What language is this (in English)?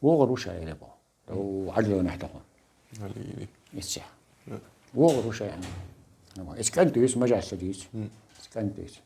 Chechen